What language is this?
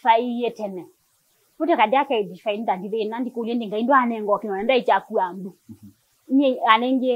Kamba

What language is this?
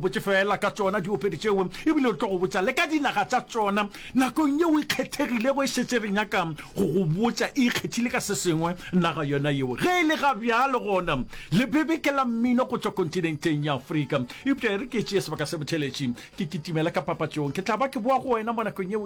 Northern Sotho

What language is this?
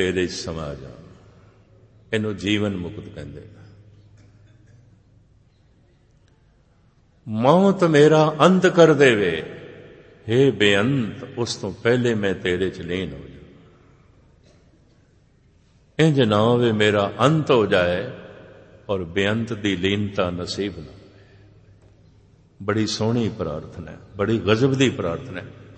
Punjabi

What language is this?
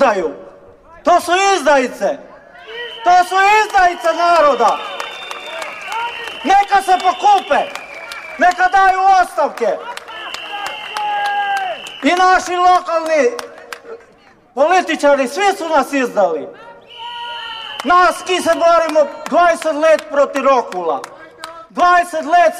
Croatian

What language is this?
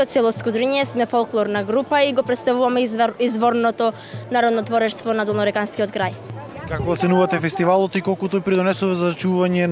Macedonian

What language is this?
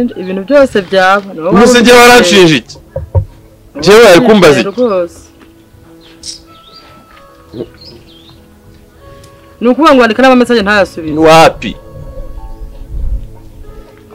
Kinyarwanda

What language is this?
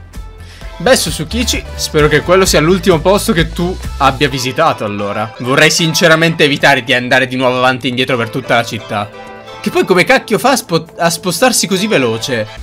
Italian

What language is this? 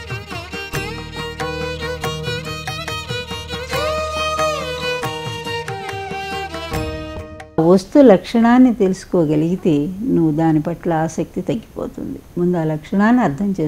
Telugu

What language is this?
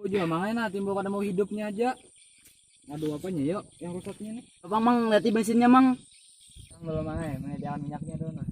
Banjar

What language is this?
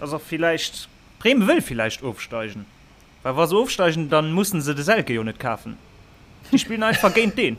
Luxembourgish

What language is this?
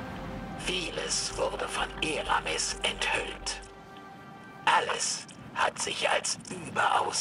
German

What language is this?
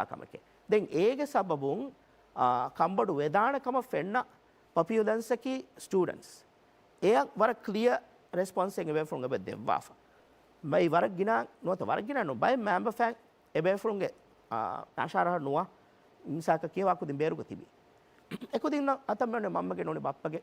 Divehi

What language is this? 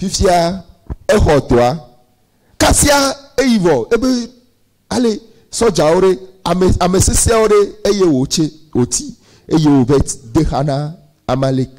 Ewe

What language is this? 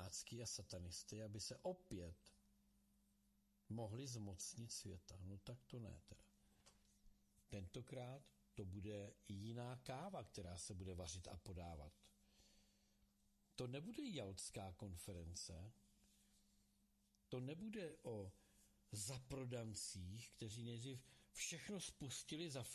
Czech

